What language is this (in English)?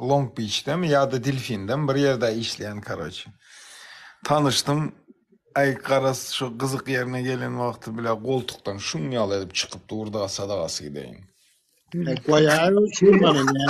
Turkmen